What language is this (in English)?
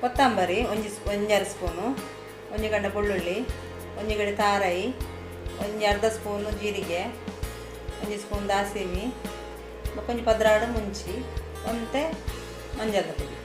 Tulu